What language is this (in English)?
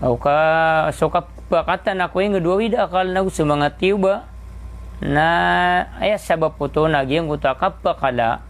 Maranao